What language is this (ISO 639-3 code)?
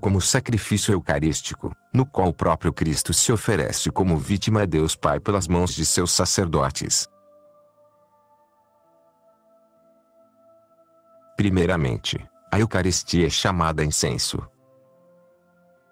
por